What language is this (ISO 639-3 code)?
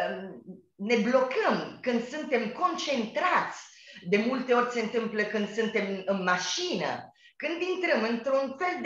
ron